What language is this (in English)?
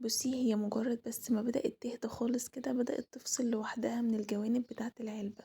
Egyptian Arabic